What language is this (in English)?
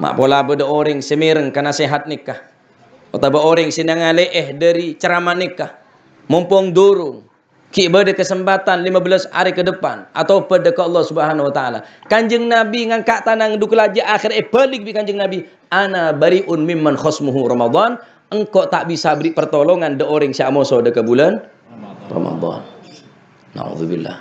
Madurese